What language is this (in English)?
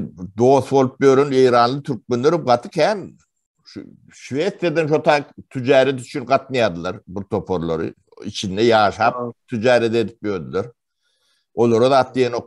Turkmen